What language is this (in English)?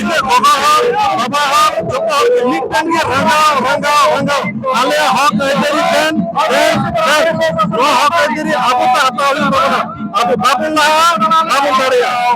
Santali